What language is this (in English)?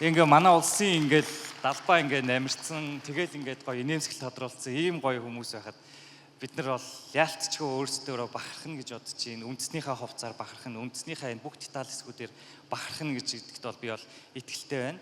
Mongolian